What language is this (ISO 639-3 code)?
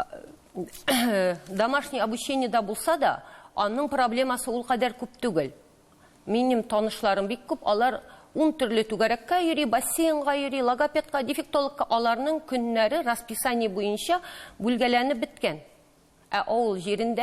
tat